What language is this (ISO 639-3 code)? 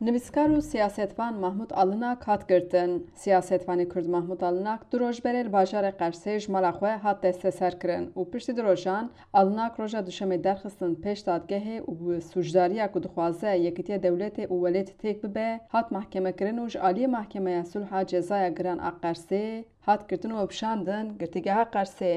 kur